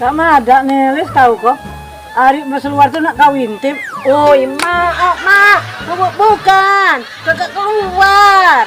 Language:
Musi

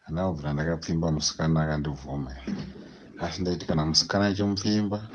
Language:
Shona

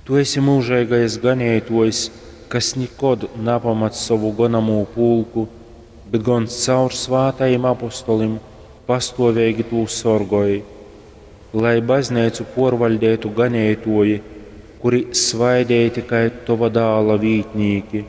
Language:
Latgalian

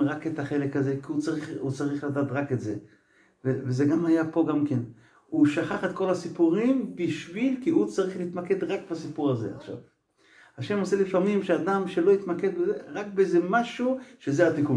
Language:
Hebrew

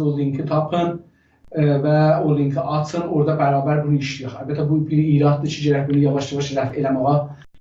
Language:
South Azerbaijani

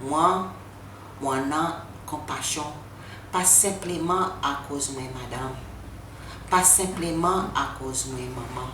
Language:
Seselwa Creole French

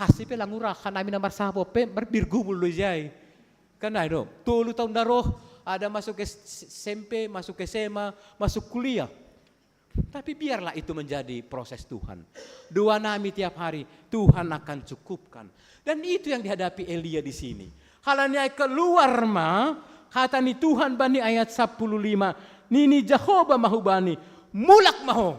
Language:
Batak Simalungun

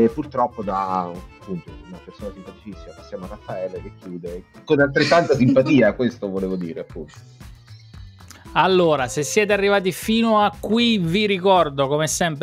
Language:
Italian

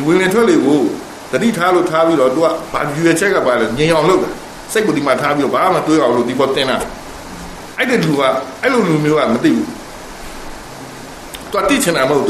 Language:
Burmese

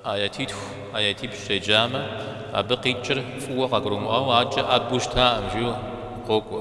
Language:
Kabardian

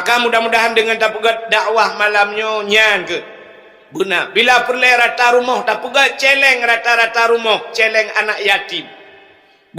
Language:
Achinese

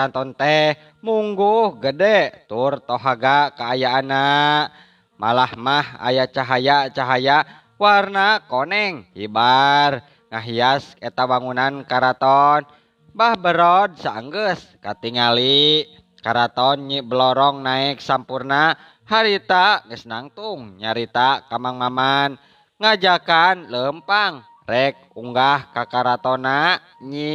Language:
Sundanese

